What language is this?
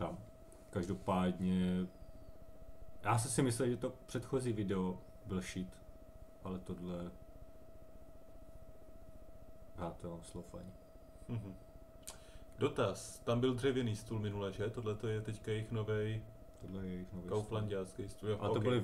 Czech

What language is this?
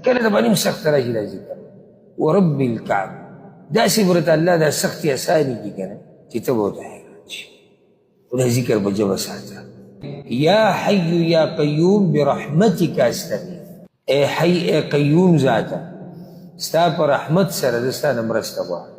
Pashto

